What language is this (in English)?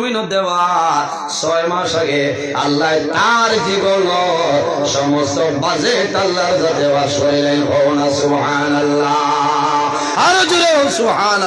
Sylheti